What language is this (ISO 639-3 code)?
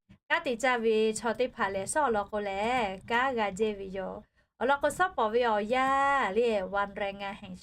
lhu